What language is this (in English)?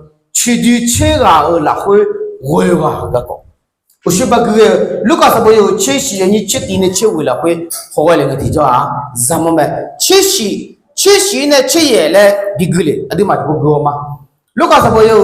Akha